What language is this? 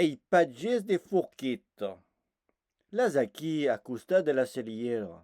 Occitan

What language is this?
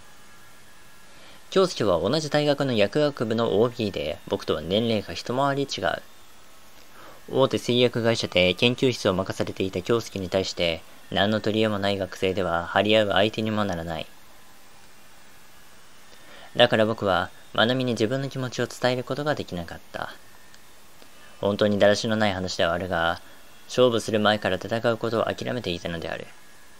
Japanese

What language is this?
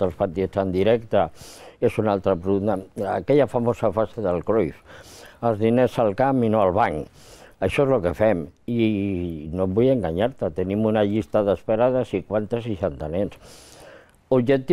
Catalan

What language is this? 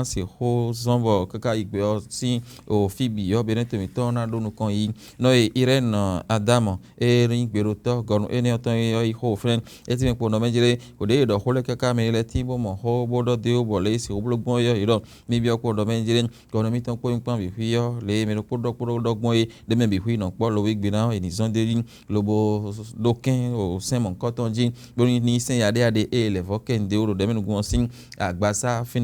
Fon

